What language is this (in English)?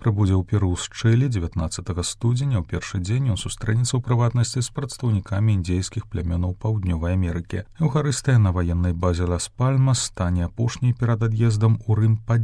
Belarusian